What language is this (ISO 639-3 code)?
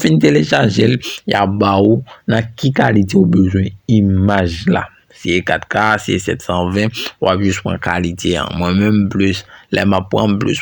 hat